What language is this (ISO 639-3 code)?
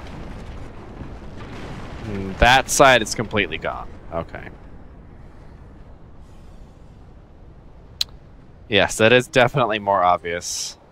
eng